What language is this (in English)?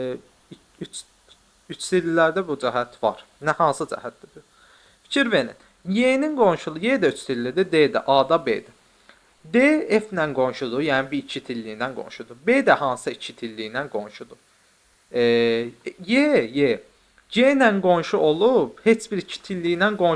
Azerbaijani